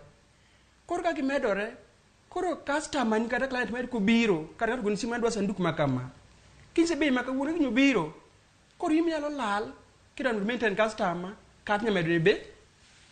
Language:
Luo (Kenya and Tanzania)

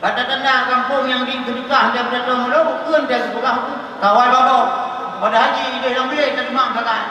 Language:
Achinese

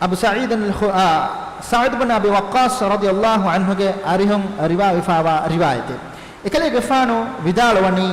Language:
Divehi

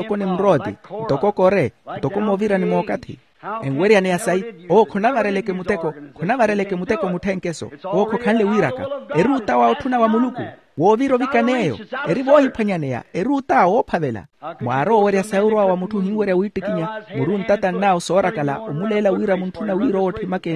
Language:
Makhuwa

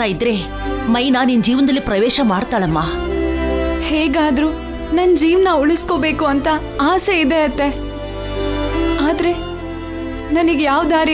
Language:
Kannada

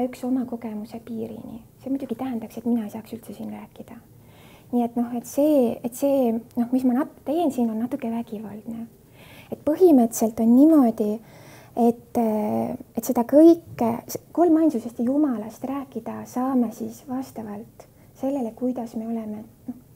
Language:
Estonian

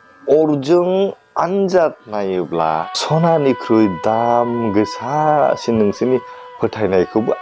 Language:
Bodo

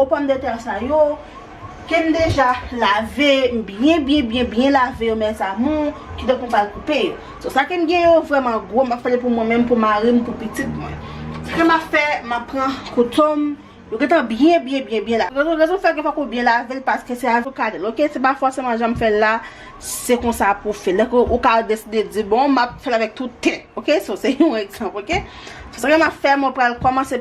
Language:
Haitian Creole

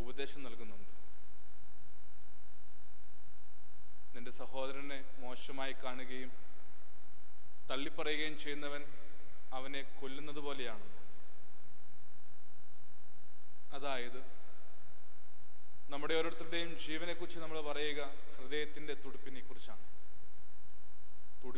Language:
Malayalam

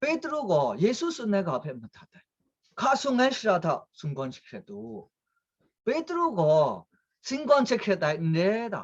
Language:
Kachin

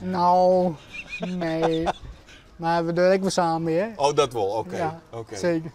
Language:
Western Frisian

